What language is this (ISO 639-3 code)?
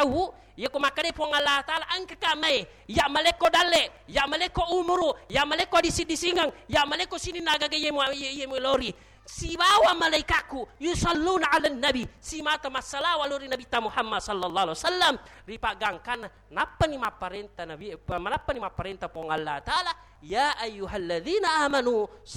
bug